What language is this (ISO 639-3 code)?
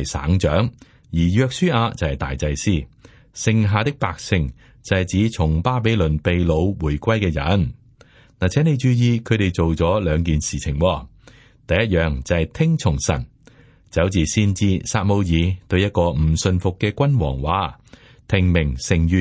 yue